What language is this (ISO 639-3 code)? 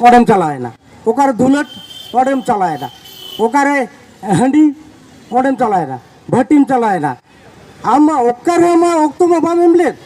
sat